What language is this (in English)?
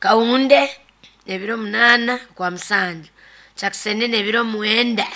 Nyoro